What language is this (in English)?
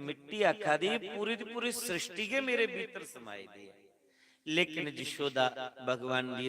Dogri